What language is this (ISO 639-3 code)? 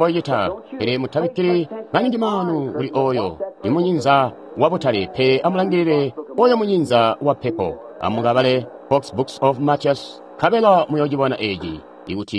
toi